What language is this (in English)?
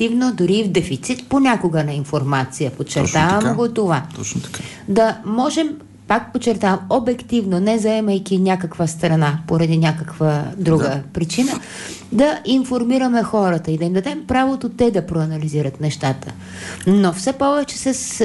Bulgarian